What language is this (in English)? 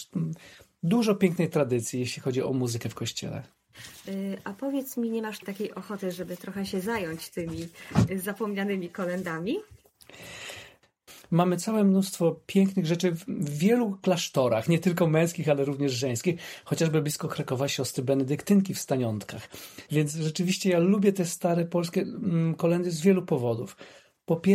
Polish